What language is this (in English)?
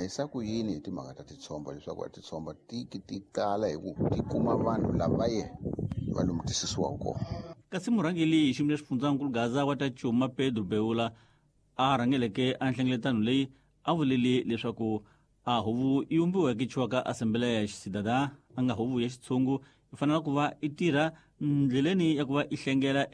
Tsonga